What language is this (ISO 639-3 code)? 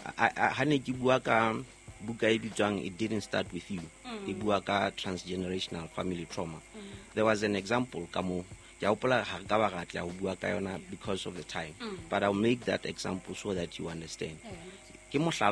sot